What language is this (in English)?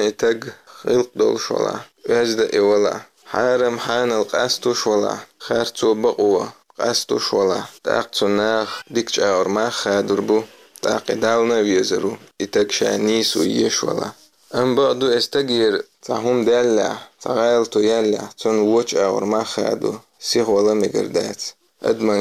Chechen